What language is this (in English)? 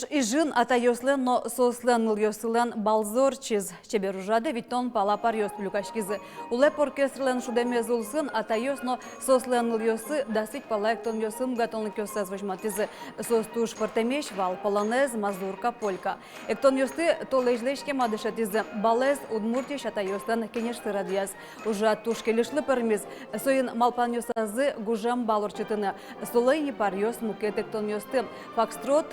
Udmurt